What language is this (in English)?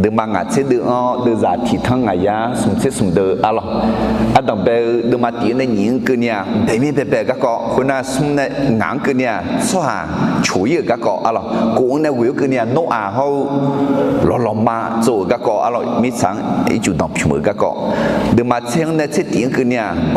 Akha